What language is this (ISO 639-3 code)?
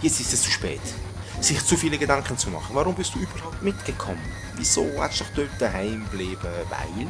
gsw